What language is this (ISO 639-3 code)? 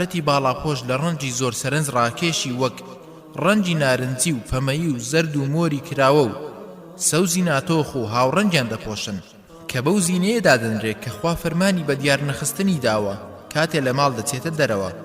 ckb